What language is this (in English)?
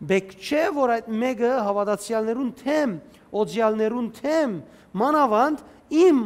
Western Armenian